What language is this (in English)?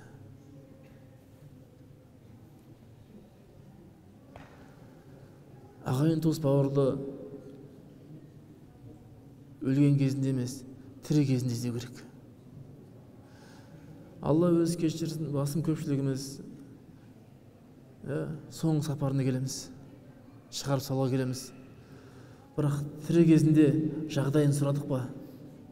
Kazakh